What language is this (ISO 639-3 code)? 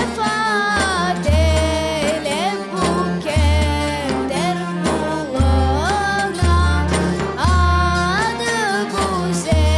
crh